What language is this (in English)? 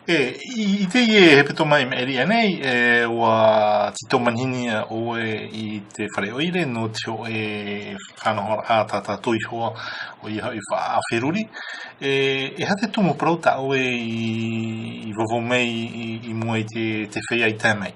Tahitian